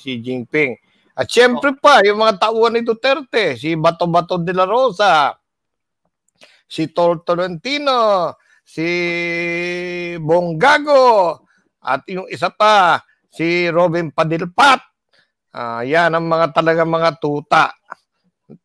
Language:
Filipino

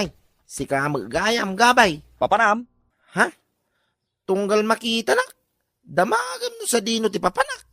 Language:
Iloko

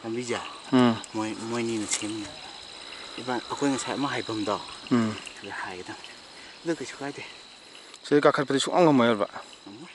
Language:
Manipuri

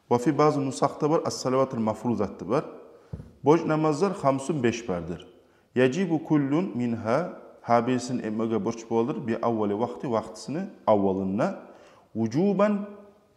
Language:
Kumyk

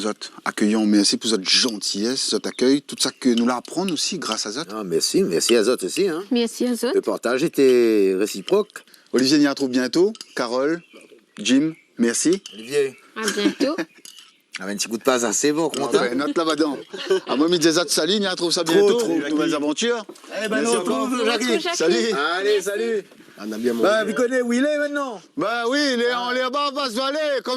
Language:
Réunion Creole French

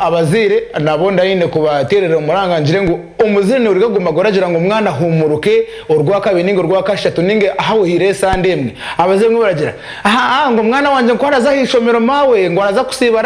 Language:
Nyankole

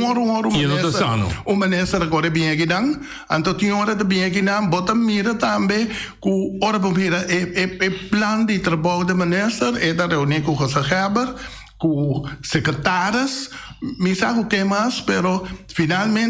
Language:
Papiamento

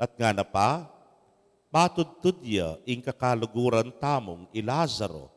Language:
Pampanga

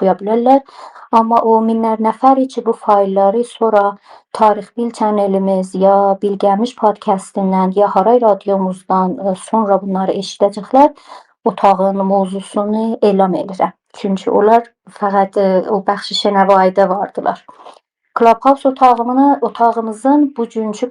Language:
South Azerbaijani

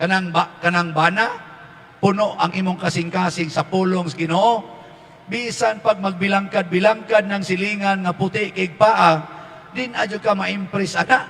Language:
Cebuano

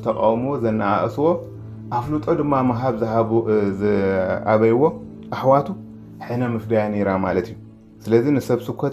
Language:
Tigrinya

